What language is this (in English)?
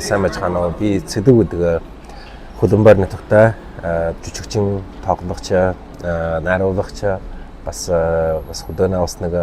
Mongolian